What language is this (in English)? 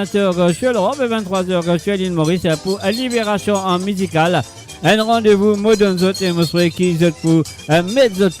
Morisyen